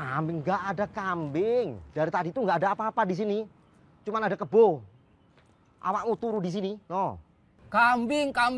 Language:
Betawi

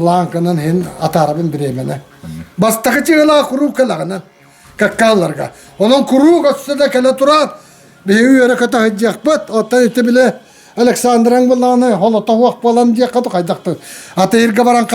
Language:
Yakut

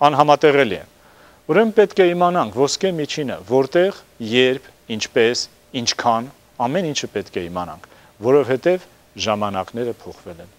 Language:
Armenian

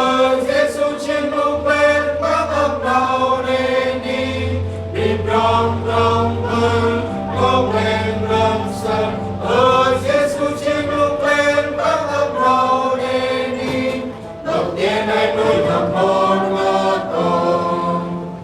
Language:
Central Mnong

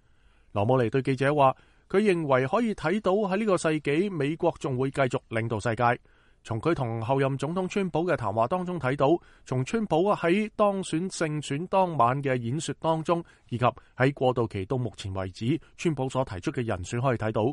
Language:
Cantonese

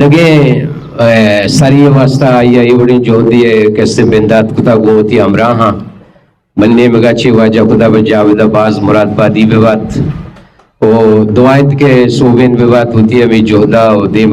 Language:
Eastern Balochi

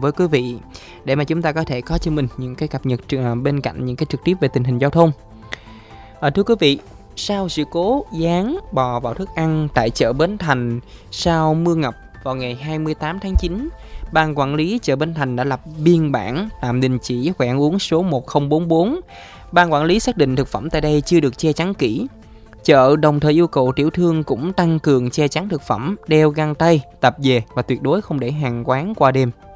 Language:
Vietnamese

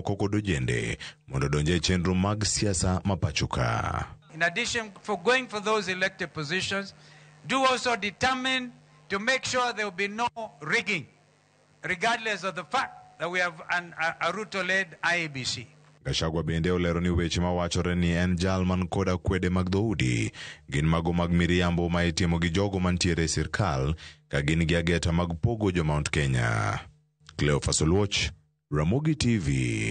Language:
Luo (Kenya and Tanzania)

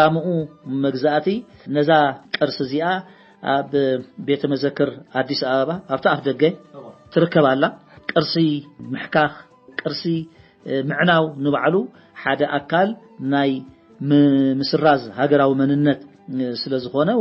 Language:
Tigrinya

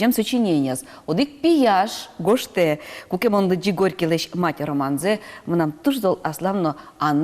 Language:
Udmurt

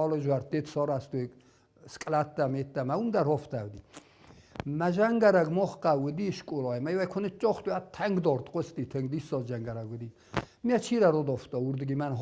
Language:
Ossetic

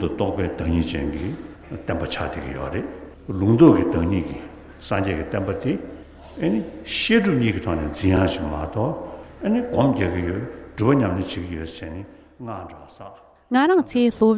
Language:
Tibetan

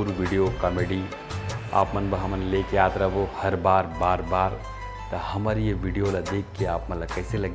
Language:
Chhattisgarhi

